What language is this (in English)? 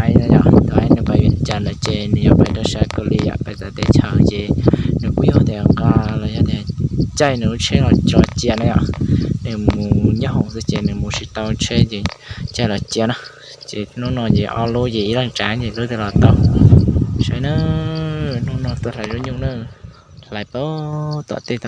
Hmong